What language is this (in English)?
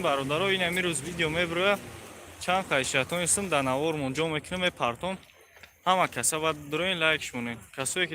Tajik